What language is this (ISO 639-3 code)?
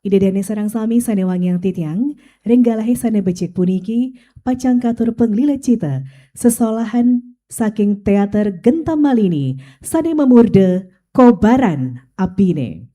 ban